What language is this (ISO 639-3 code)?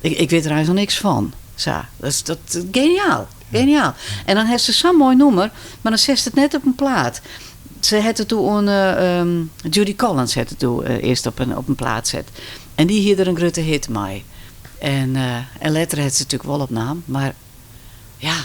fry